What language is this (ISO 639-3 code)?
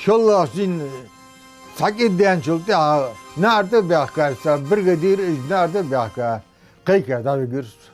inh